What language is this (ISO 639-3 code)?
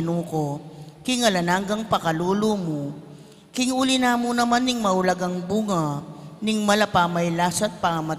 pam